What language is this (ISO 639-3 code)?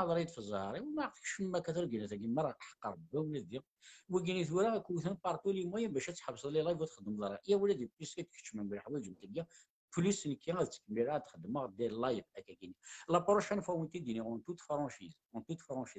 kab